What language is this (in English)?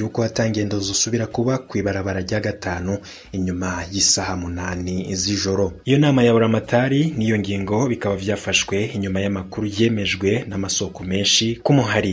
Rundi